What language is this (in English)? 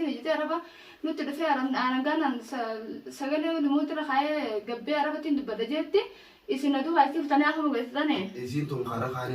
Oromo